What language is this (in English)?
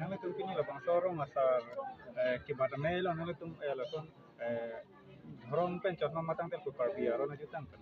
Karbi